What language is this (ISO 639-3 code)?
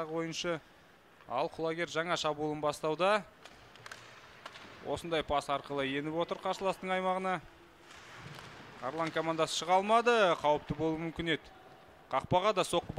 kaz